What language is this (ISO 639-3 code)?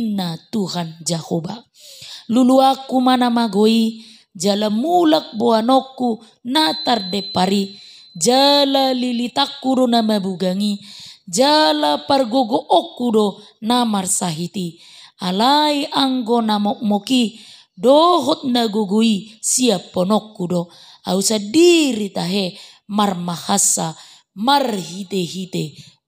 bbc